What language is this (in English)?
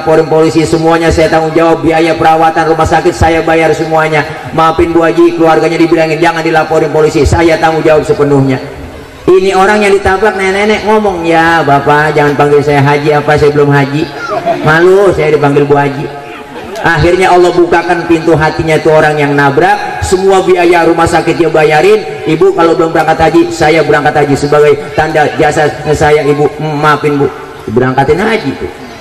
Betawi